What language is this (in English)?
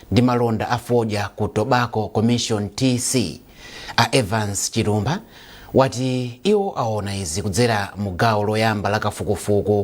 Nyanja